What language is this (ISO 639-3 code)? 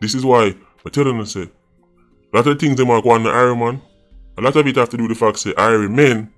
jam